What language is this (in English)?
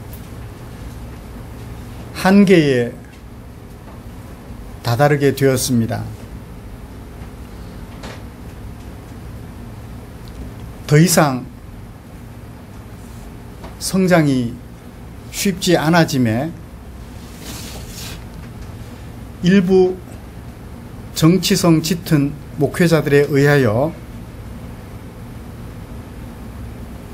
Korean